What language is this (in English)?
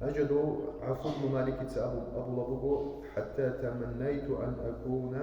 Avaric